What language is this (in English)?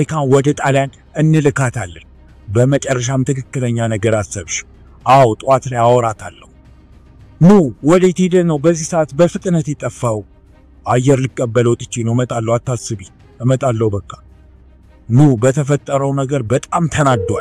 Amharic